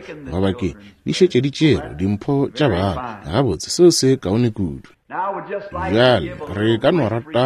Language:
Northern Sotho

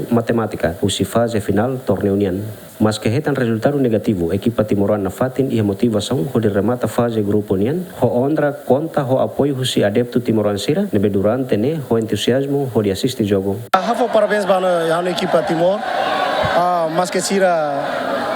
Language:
Tetum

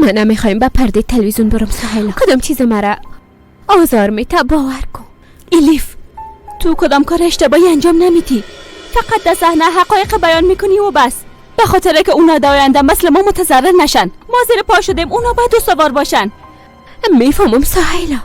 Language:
Persian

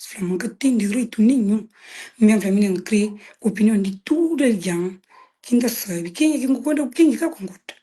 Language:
Kabuverdianu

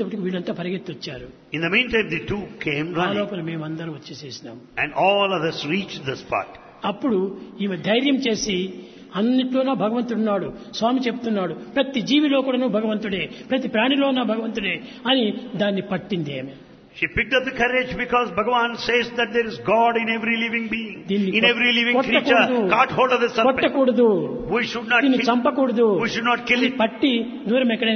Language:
Telugu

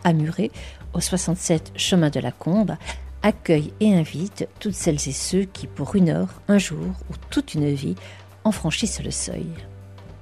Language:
French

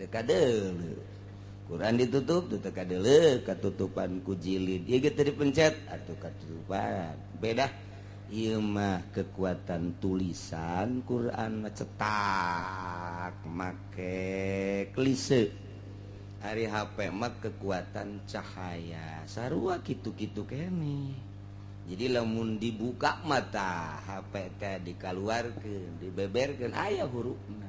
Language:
Sundanese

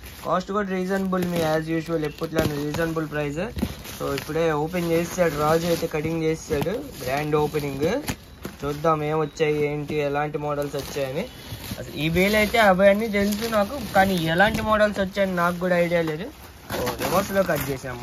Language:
Telugu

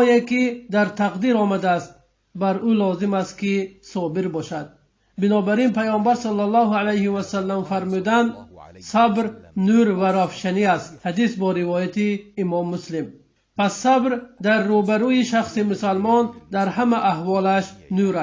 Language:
Tajik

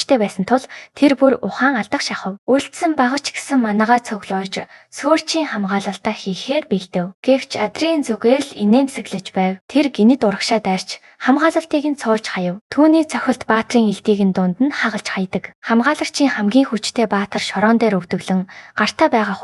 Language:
Mongolian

